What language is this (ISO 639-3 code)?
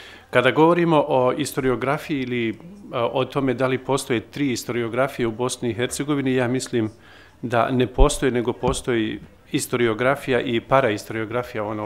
bos